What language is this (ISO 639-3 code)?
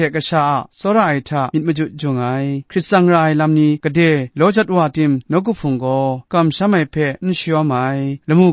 kac